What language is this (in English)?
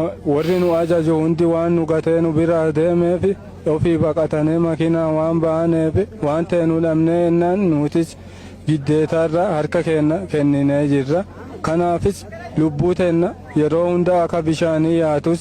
Oromo